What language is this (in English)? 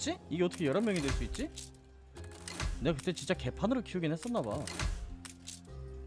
Korean